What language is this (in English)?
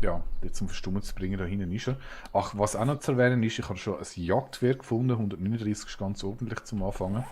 Swiss German